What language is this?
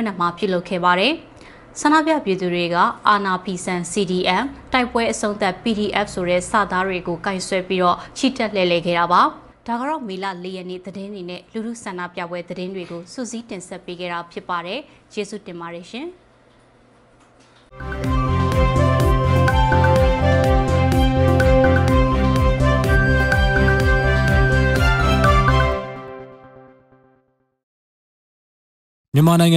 Burmese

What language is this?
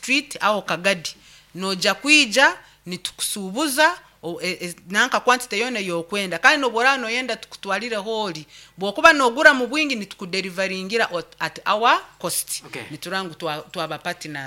Nyankole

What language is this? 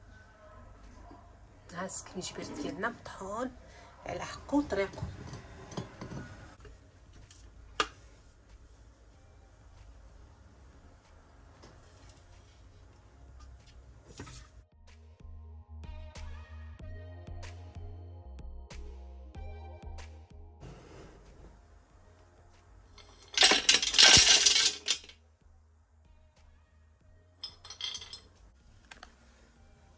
Moroccan Arabic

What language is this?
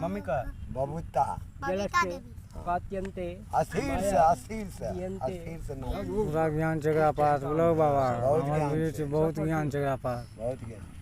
Maithili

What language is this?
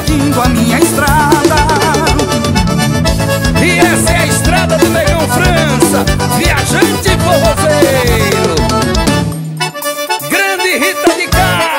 Portuguese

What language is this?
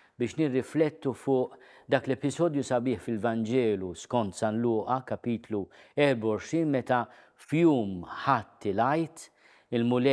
Maltese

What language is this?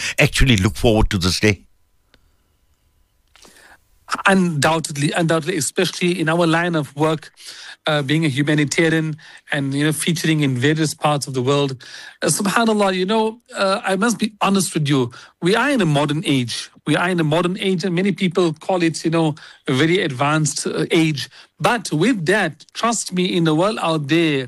English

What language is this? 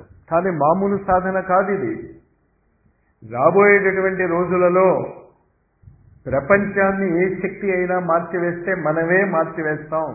Telugu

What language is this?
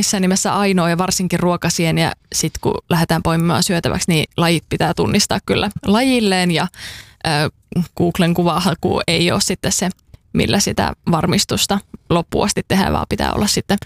Finnish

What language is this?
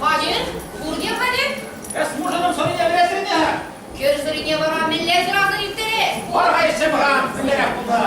Chuvash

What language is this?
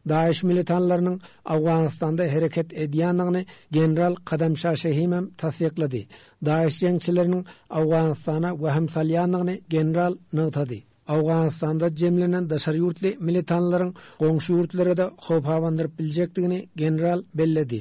Turkmen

